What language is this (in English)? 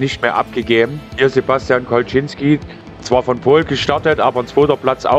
German